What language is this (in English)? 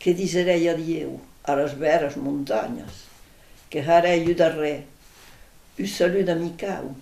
Occitan